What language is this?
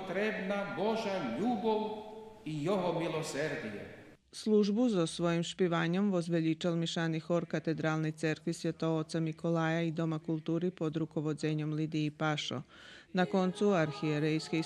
Rusyn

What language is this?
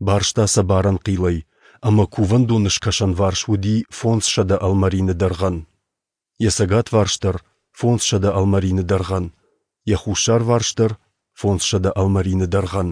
Ossetic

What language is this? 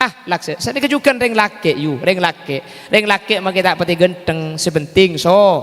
Madurese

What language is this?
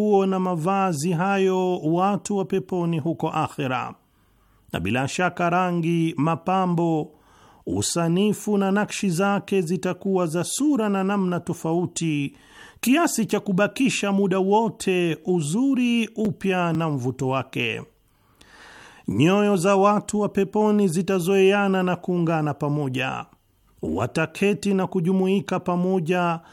Swahili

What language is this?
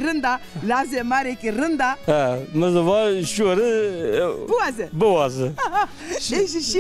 Zaza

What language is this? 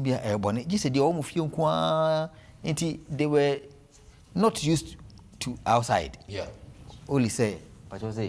Akan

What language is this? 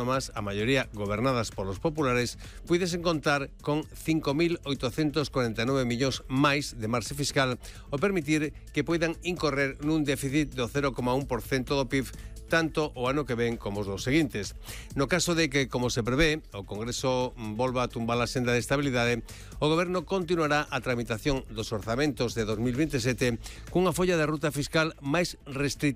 Galician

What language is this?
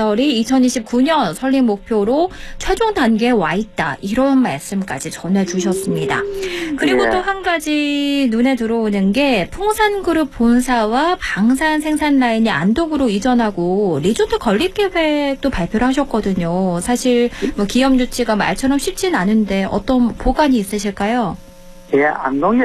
Korean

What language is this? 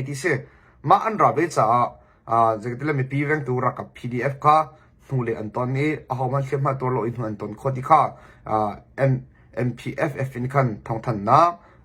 Hakha Chin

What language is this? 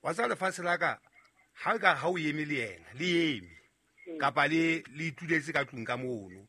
Southern Sotho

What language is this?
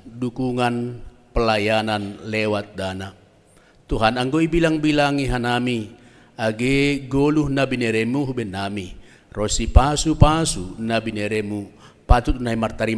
Batak Simalungun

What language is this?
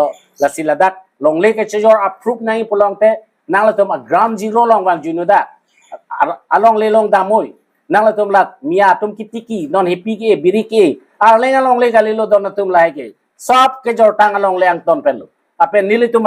Karbi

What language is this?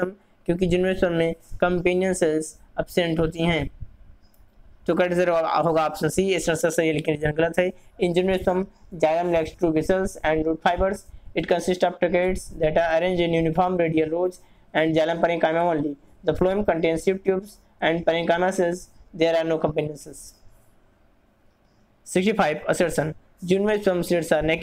Hindi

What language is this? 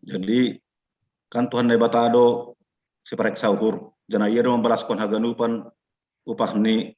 Batak Simalungun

